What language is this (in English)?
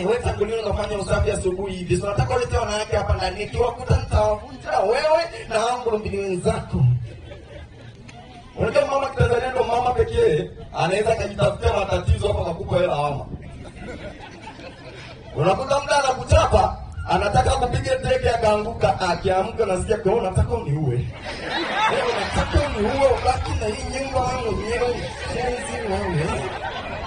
Swahili